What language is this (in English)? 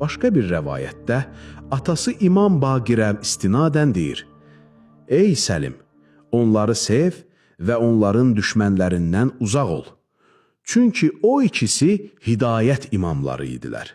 Azerbaijani